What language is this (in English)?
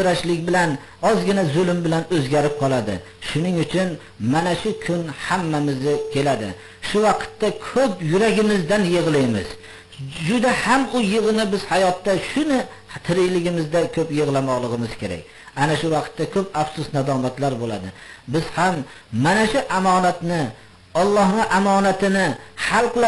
Uzbek